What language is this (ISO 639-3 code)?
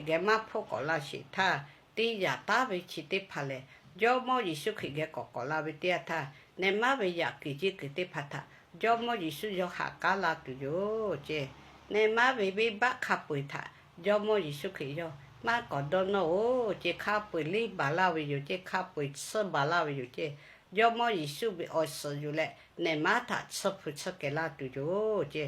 lhu